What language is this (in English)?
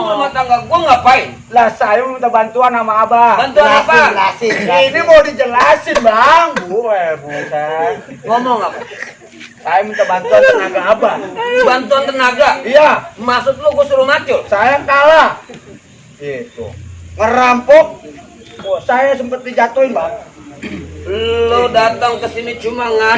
Betawi